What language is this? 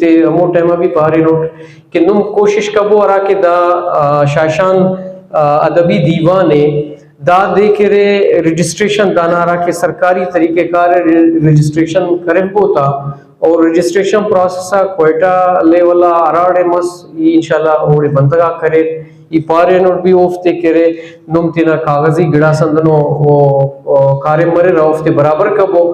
Brahui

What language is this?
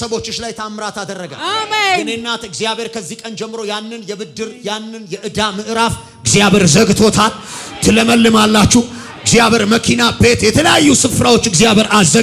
Amharic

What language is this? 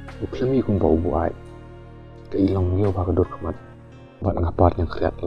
Khasi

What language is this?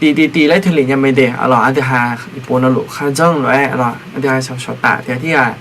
Akha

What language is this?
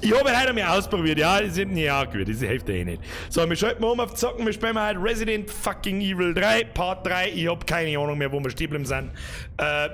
Bavarian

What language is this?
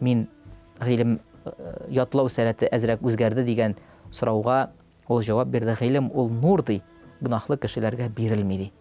Tatar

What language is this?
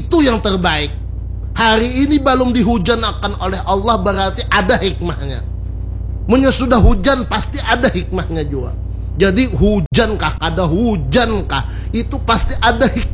Banjar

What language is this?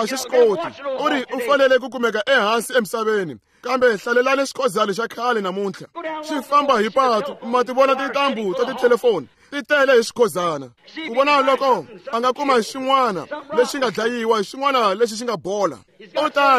Tsonga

